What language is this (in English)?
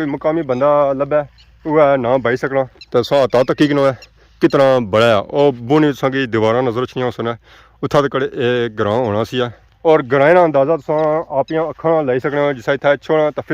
Pahari-Potwari